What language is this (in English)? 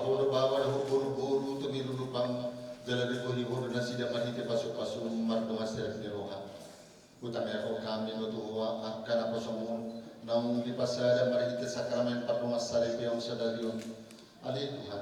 Batak Toba